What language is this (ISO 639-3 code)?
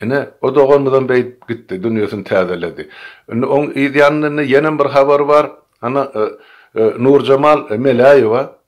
tuk